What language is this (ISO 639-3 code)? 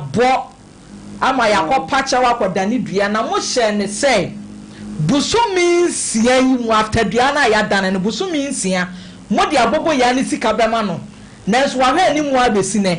aka